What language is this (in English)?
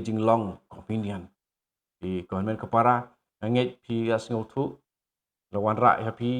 Khasi